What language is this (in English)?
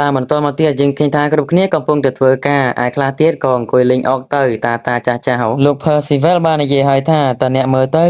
Khmer